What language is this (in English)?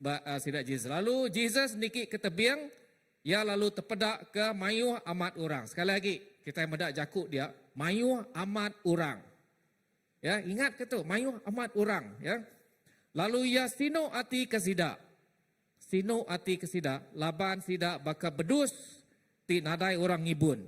Iban